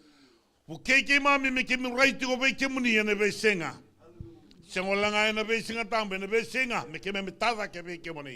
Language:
Fijian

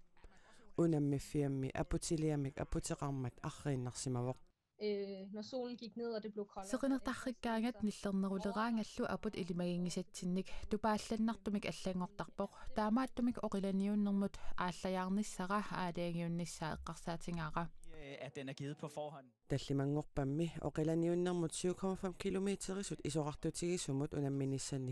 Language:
Kalaallisut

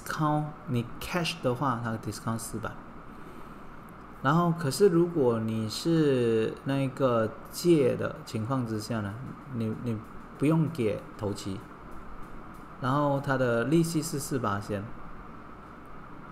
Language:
Chinese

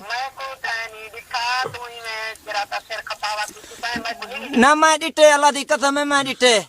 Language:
Saraiki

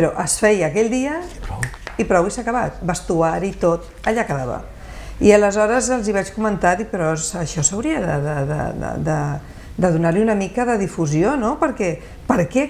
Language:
Catalan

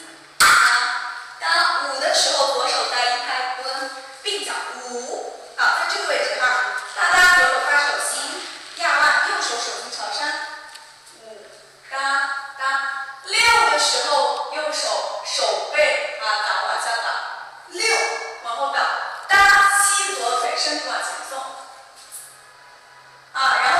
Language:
Chinese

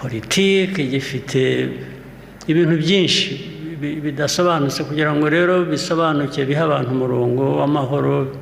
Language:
Kinyarwanda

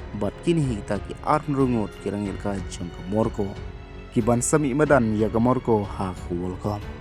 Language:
Khasi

